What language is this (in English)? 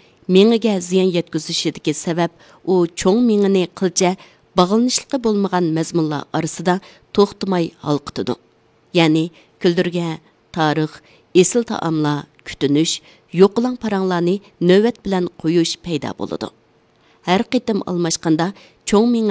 Uyghur